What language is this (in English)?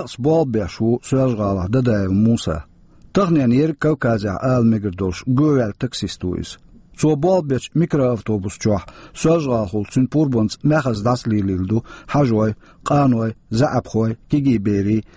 Chechen